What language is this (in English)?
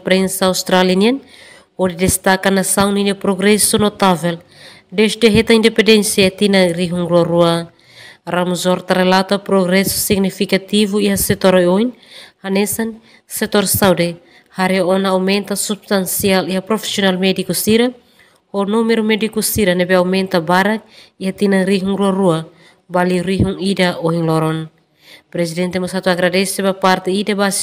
Tetum